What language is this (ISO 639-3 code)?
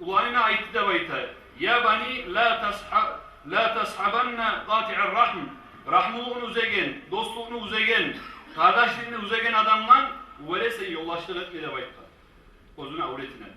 kum